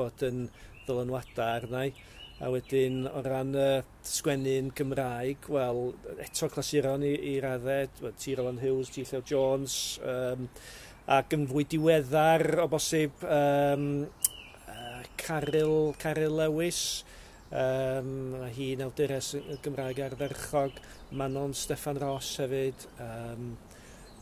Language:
Welsh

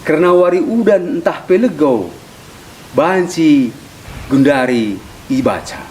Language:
Batak Karo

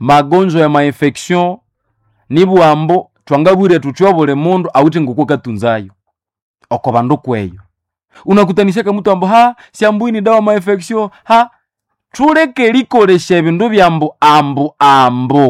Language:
Nande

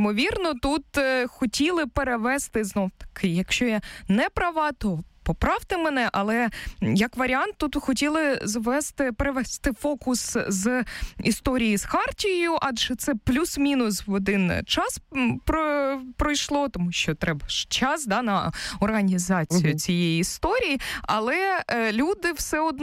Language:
Ukrainian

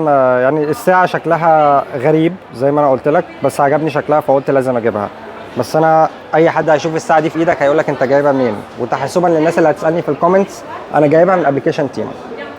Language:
Egyptian Arabic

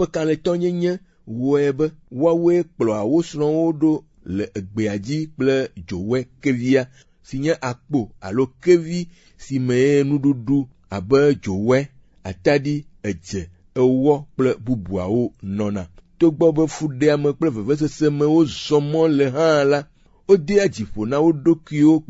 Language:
Ewe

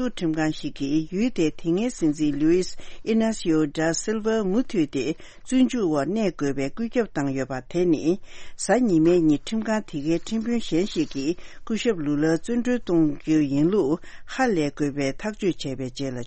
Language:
Tibetan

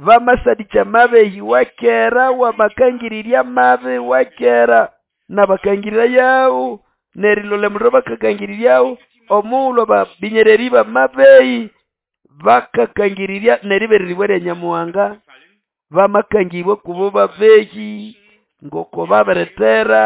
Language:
Nande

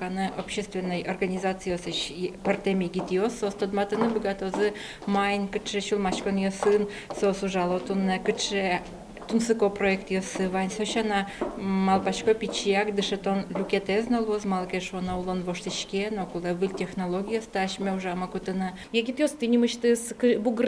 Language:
Udmurt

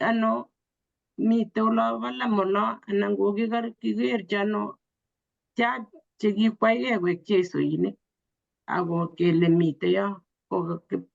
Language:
Kalenjin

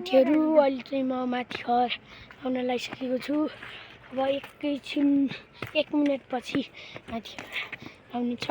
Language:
Nepali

